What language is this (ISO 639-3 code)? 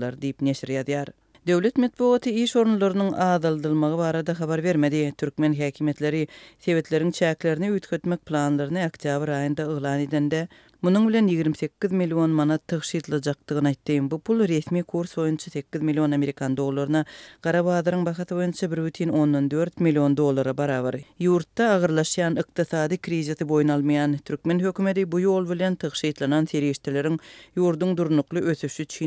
tuk